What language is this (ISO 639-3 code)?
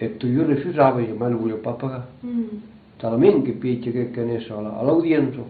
oci